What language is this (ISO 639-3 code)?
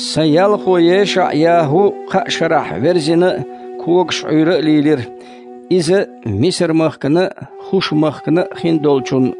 che